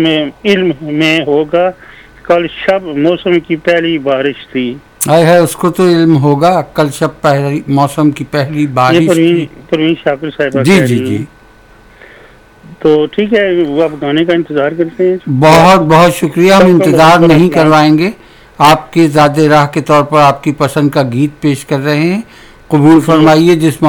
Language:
Urdu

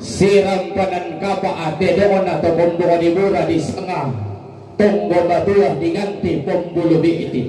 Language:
Toraja-Sa'dan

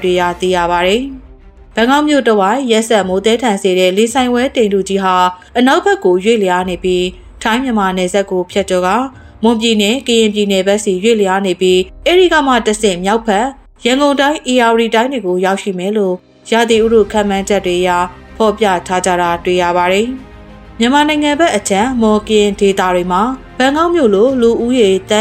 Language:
Burmese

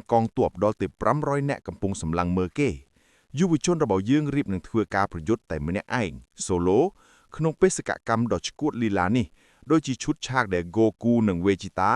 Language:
Khmer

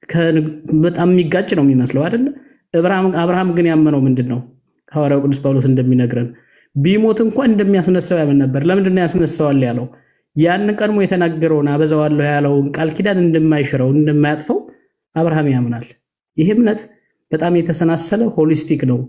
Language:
Amharic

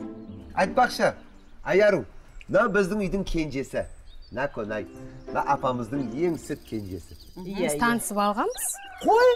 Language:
Kazakh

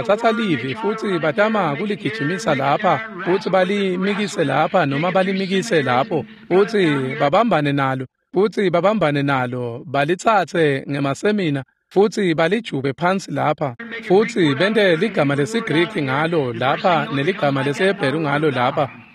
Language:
Swati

